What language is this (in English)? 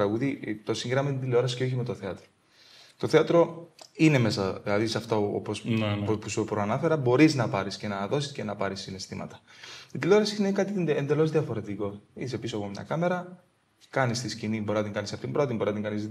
Greek